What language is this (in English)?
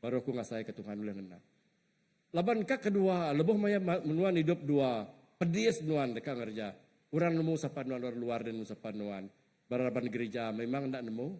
Iban